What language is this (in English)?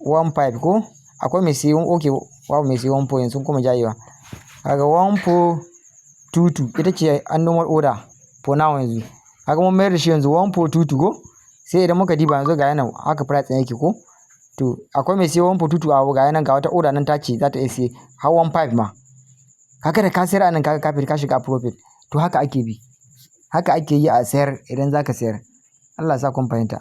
Hausa